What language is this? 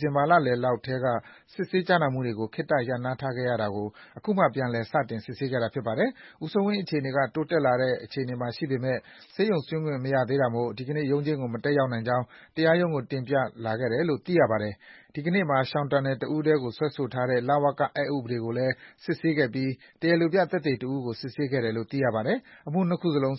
Burmese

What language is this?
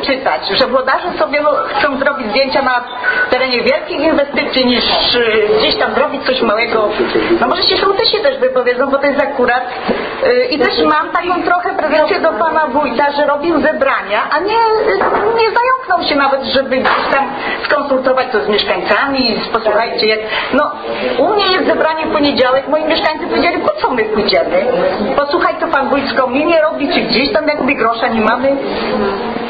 Polish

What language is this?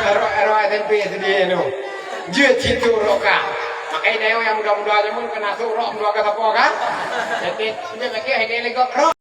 Achinese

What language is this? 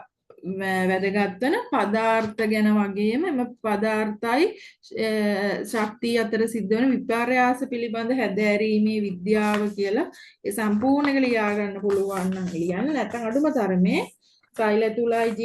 Sinhala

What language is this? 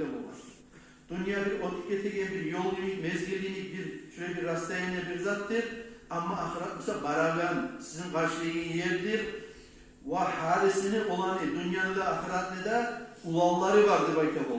Kumyk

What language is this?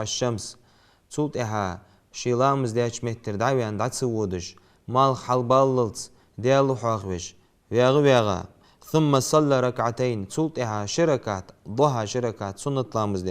Ingush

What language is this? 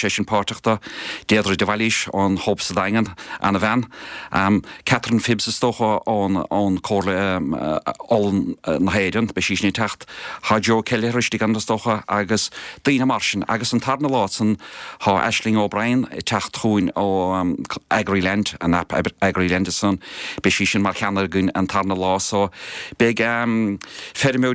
Irish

